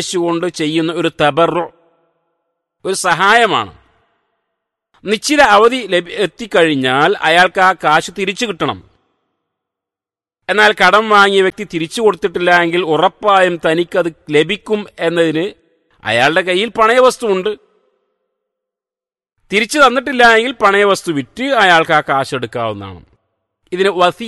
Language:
Malayalam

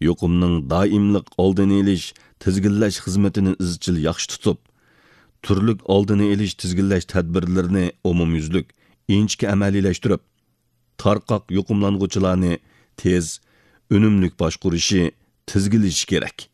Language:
Uyghur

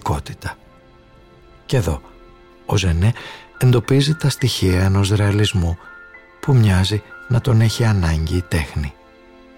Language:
Greek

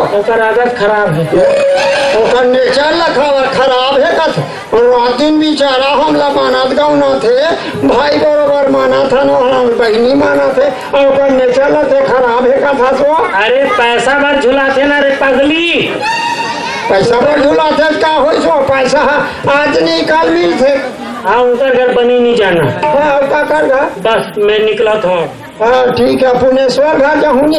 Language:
Chhattisgarhi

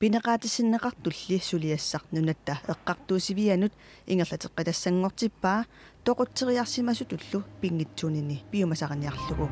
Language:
Kalaallisut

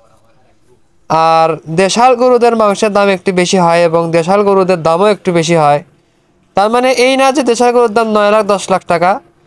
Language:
Bangla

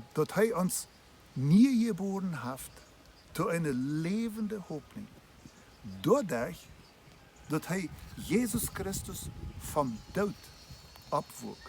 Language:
Plautdietsch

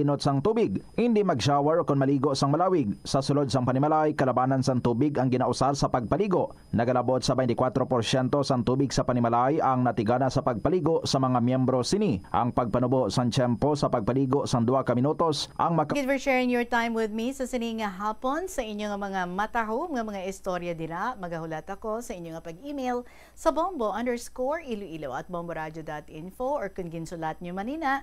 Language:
Hiligaynon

